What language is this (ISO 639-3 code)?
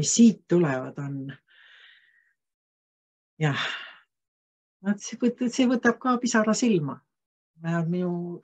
est